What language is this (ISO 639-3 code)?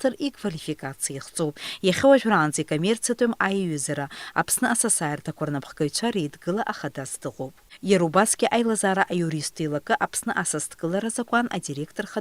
abk